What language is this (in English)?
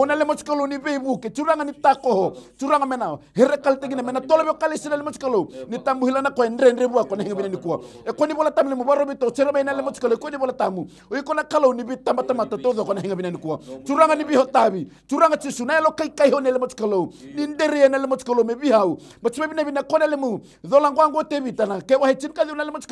Fijian